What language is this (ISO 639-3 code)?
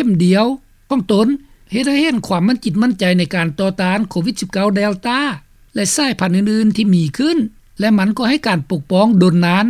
lao